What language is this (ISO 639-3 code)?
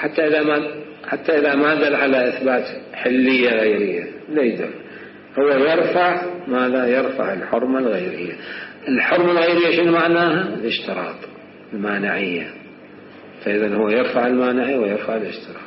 acm